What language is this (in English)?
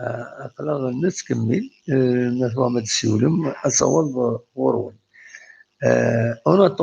Kabyle